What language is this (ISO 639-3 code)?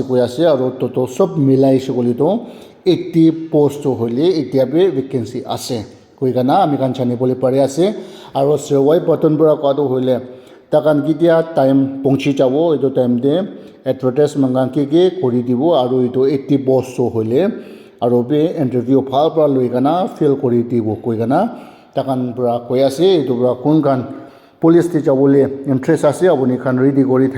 nag